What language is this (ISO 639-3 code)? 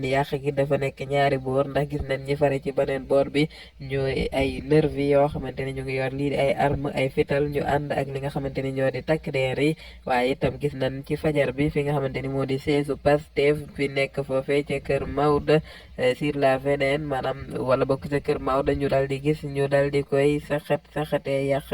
wol